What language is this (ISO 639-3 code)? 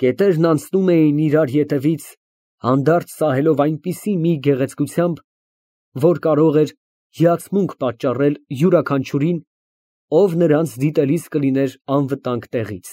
hye